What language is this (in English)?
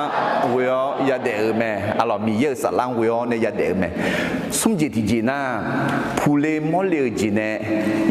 Akha